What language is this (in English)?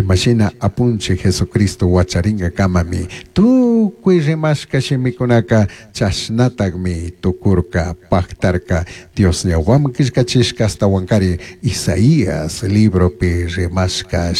Chimborazo Highland Quichua